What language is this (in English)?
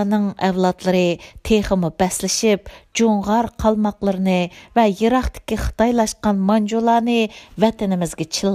Uyghur